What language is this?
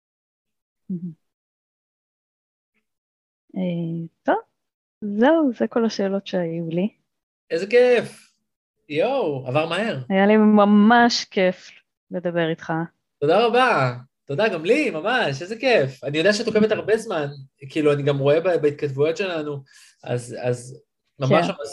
Hebrew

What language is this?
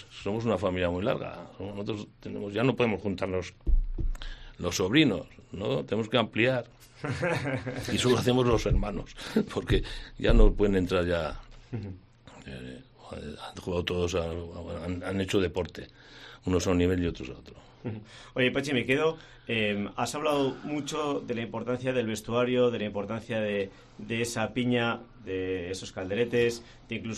Spanish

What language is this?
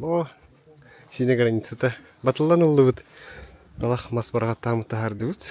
Yakut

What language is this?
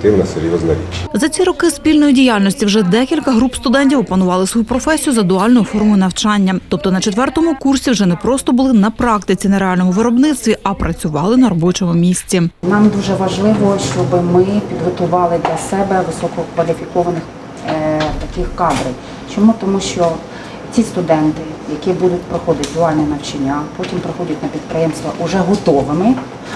Ukrainian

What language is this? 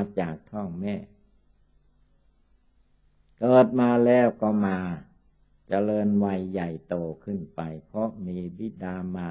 Thai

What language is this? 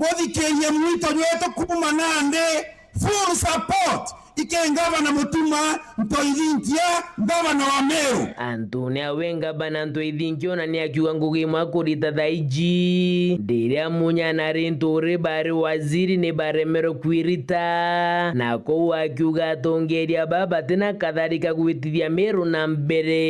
Meru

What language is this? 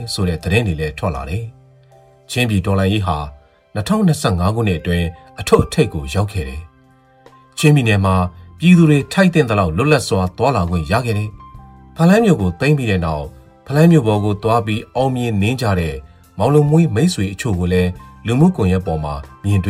Burmese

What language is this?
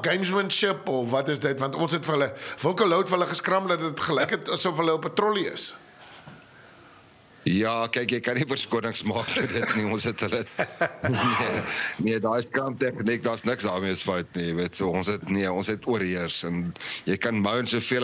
Afrikaans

